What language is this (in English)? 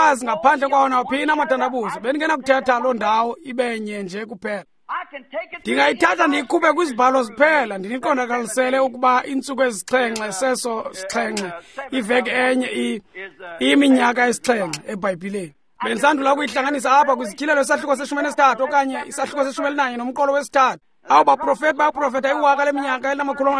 Xhosa